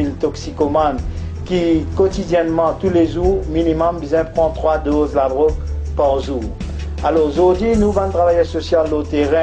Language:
Morisyen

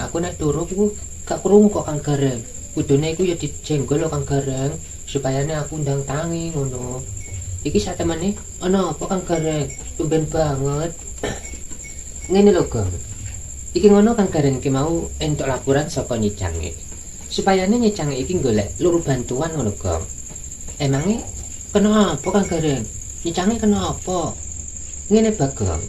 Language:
Javanese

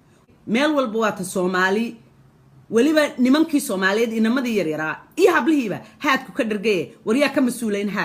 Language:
Somali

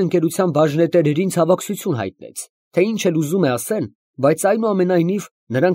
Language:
Armenian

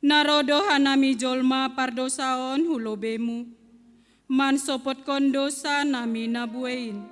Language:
Batak Simalungun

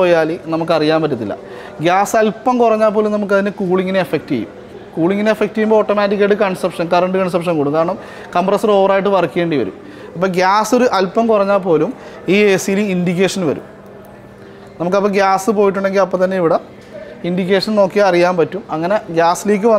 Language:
Malayalam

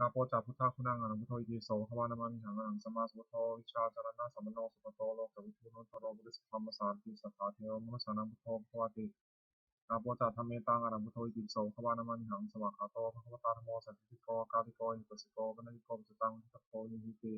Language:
Pali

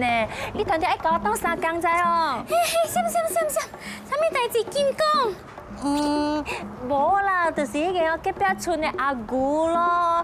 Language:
Min Nan Chinese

